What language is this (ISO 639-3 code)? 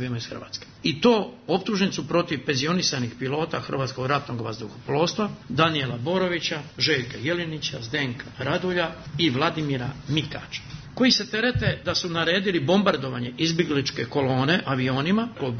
srp